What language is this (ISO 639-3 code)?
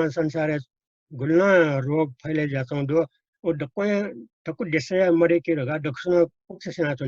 new